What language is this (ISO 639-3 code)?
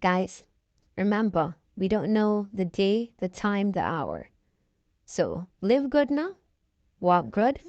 jam